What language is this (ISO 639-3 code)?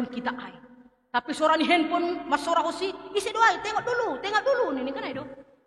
bts